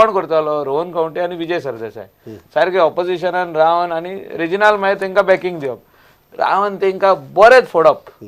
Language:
Konkani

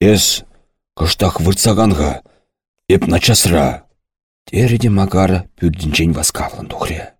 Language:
Chuvash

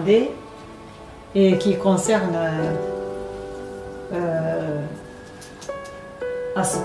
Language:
French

